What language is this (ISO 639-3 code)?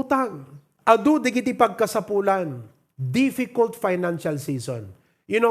ilo